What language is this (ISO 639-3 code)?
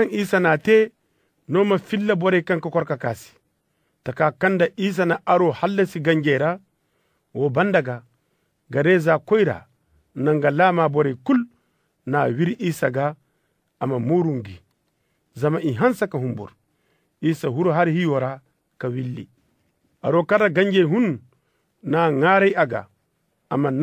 dje